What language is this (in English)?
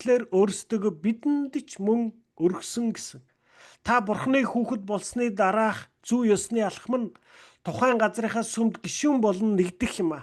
Mongolian